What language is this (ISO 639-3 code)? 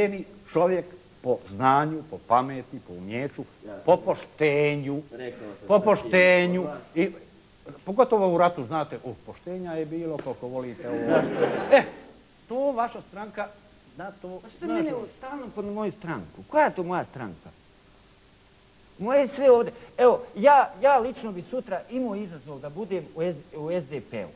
bos